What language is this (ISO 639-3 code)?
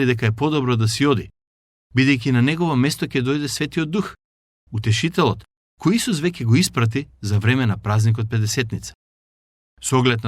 mkd